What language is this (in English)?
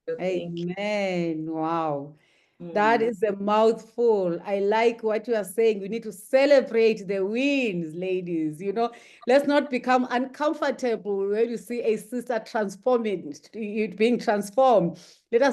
English